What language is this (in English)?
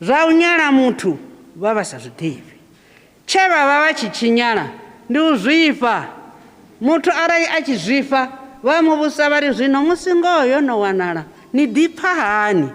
Venda